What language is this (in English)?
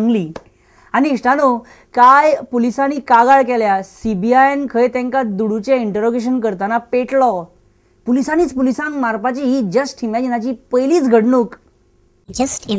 Konkani